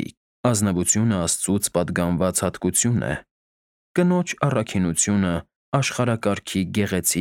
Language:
Armenian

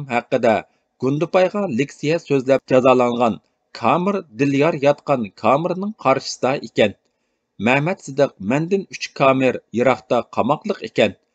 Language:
Uyghur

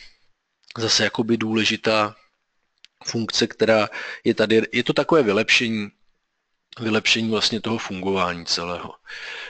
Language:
Czech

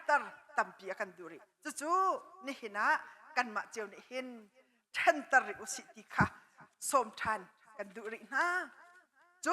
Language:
Hakha Chin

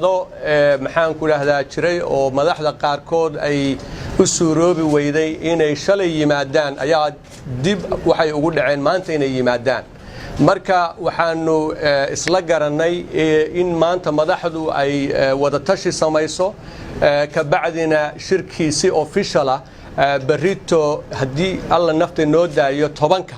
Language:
Somali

